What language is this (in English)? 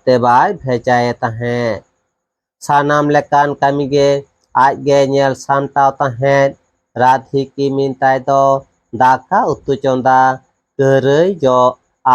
Santali